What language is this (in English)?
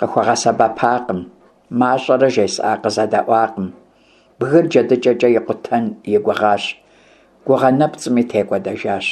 Kabardian